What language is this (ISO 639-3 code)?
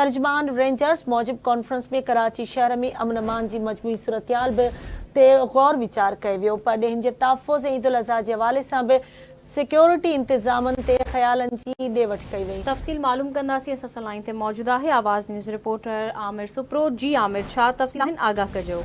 snd